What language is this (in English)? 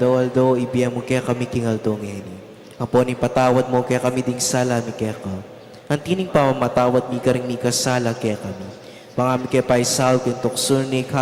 Pampanga